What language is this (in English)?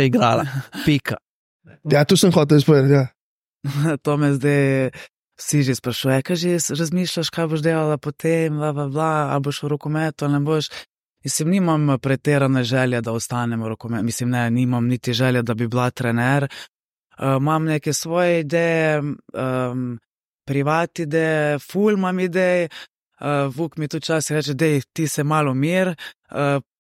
Slovenian